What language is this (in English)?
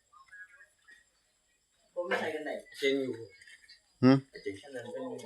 Lao